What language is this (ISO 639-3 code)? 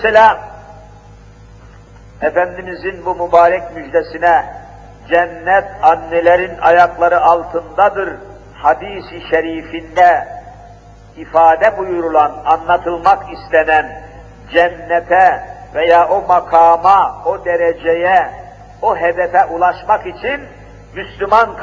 tur